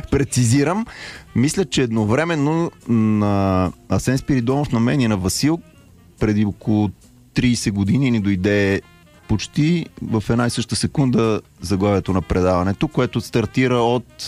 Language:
Bulgarian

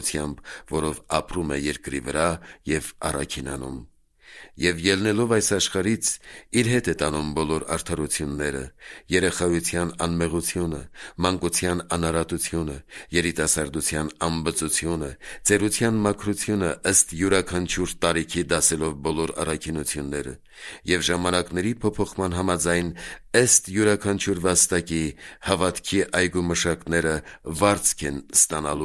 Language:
Armenian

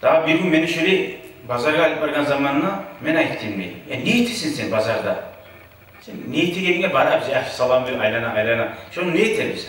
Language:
Kumyk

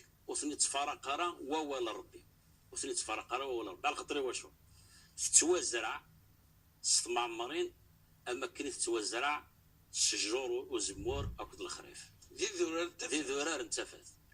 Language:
Kabyle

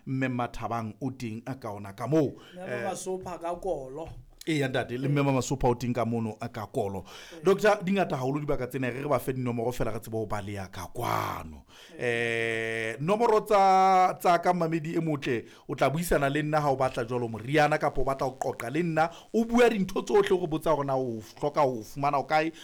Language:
Southern Sotho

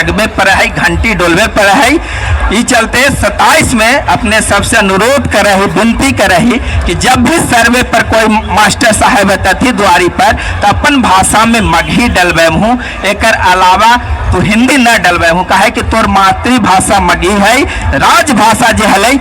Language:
Magahi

